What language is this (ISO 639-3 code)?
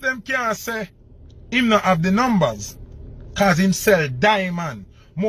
jam